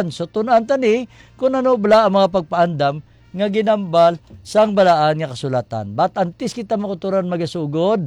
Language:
Hiligaynon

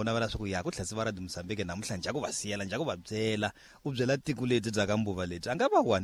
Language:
Tsonga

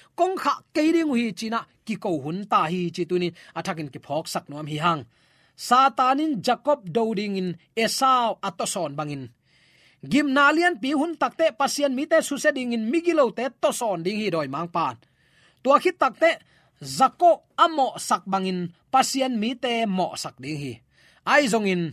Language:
Tedim Chin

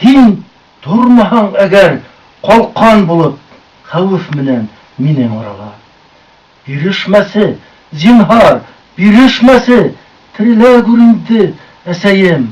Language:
Bashkir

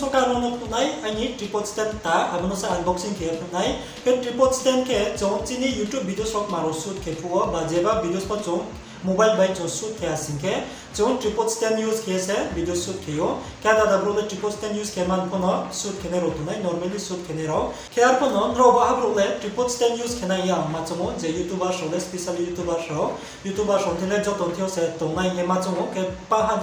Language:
Riang (India)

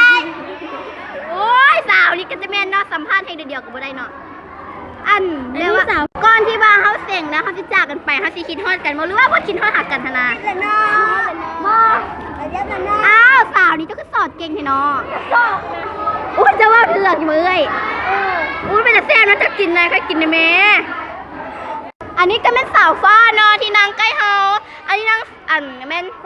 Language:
Lao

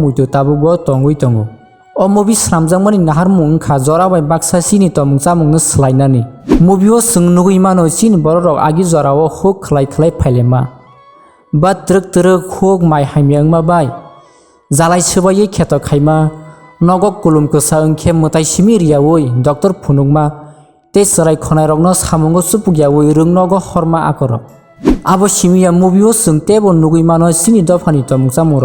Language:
Kok Borok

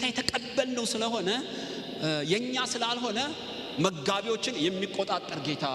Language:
Amharic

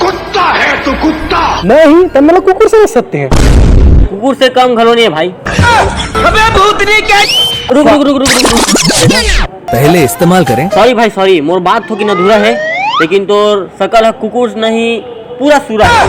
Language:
Chhattisgarhi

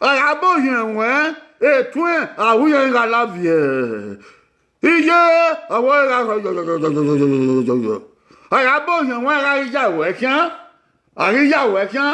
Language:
Bini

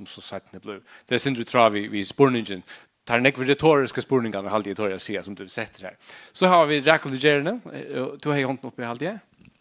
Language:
Faroese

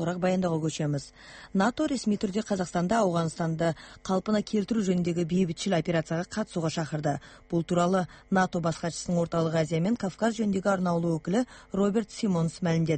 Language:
Kazakh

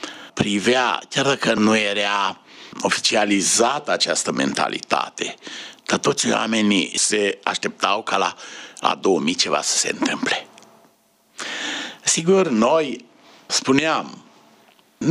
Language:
Romanian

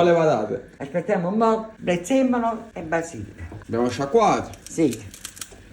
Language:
Neapolitan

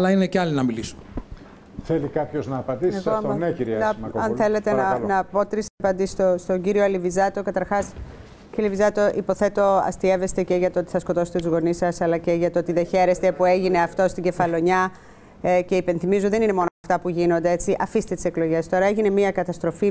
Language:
Greek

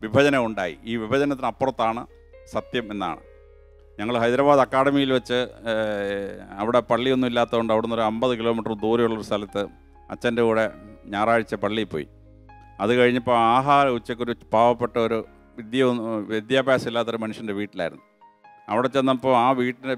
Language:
Malayalam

